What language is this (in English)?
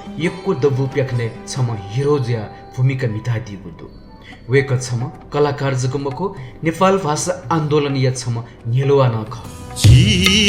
Newari